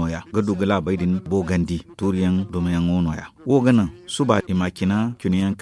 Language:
Zarma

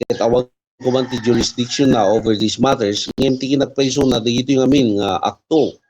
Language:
Iloko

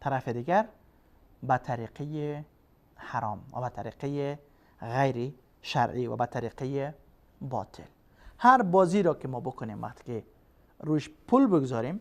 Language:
Persian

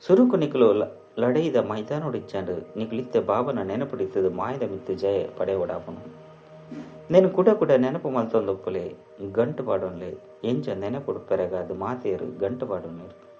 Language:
Tulu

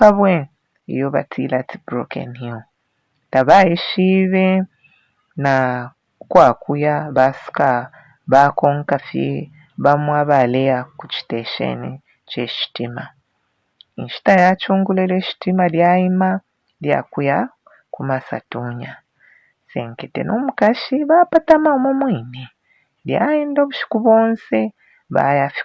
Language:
Bemba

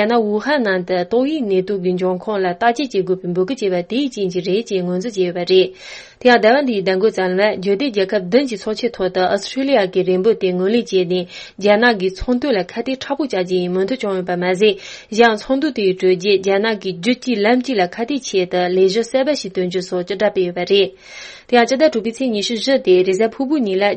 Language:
Tibetan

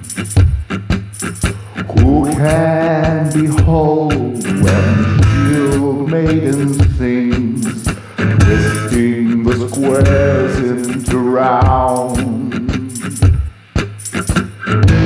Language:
English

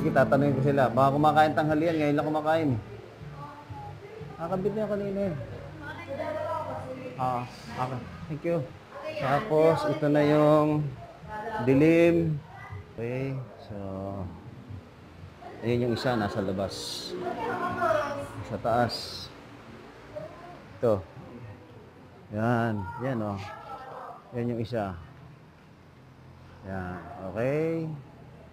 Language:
Filipino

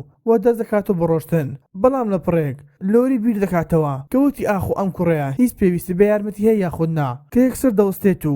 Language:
Central Kurdish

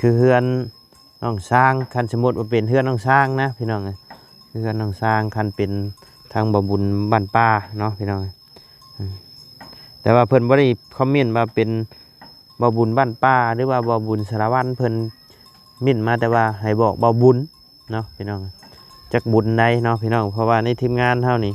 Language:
Lao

